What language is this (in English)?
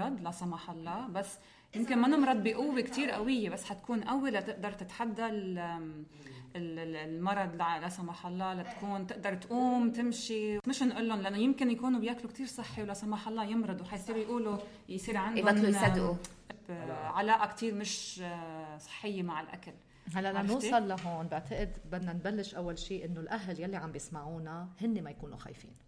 North Levantine Arabic